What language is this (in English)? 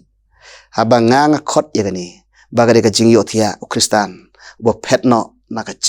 Khasi